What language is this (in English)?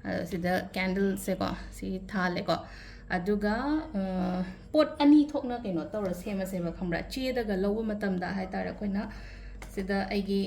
Manipuri